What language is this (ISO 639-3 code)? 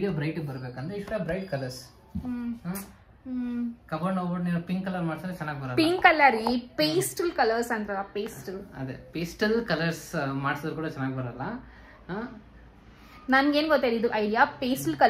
kan